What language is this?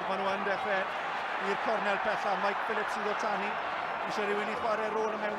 Welsh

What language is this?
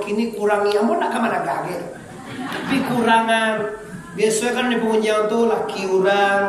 Minangkabau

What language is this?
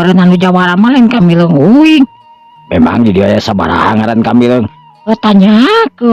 Sundanese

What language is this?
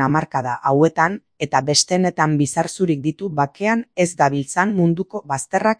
Basque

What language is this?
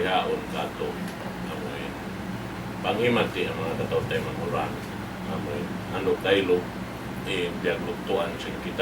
Tausug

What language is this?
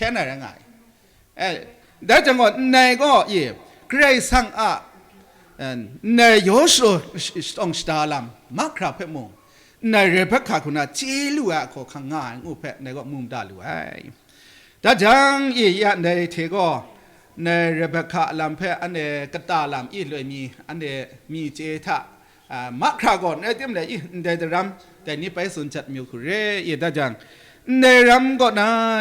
Kachin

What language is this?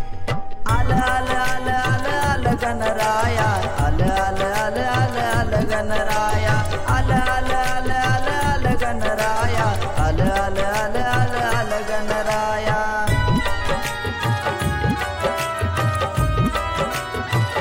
Marathi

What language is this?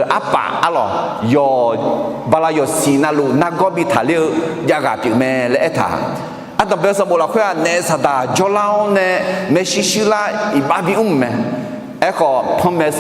Akha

